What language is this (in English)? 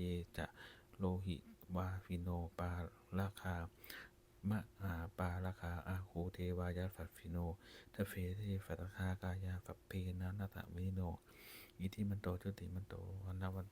Pali